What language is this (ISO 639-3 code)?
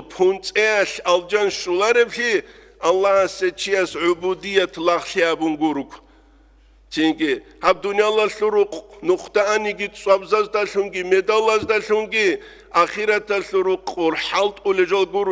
ava